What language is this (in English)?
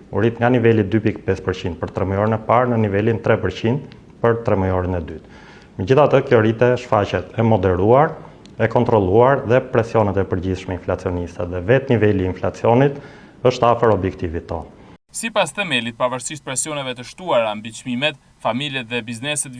Albanian